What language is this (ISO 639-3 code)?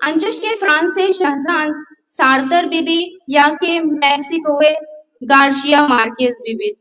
bal